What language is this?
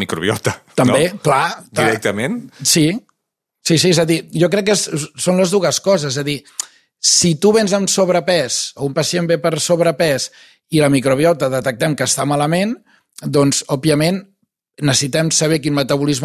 Catalan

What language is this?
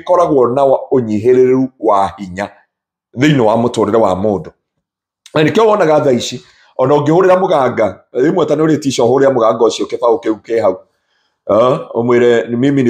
Kikuyu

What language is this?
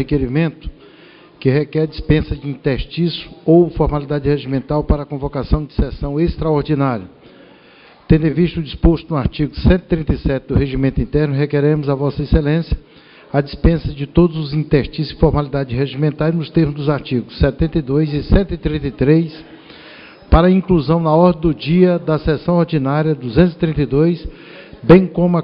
Portuguese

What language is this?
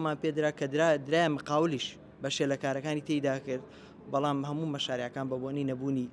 Central Kurdish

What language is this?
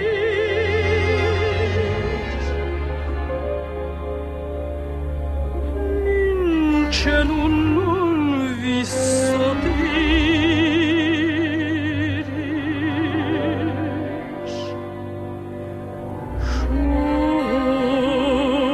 Hungarian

